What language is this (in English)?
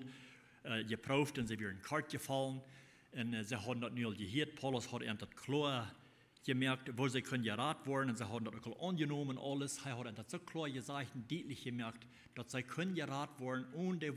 Plautdietsch